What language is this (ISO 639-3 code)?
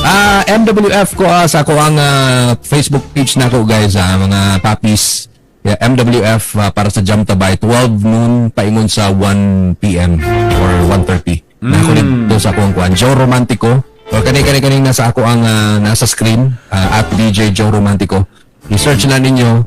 ceb